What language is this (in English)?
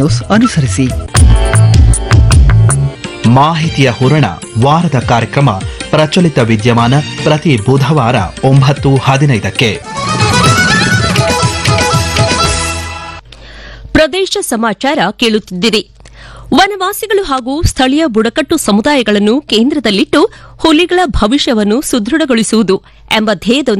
Kannada